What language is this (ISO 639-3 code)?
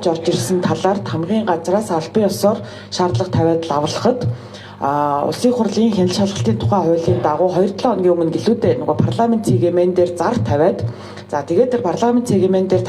mon